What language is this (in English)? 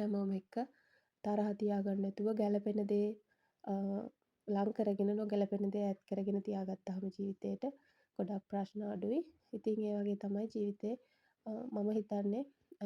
Sinhala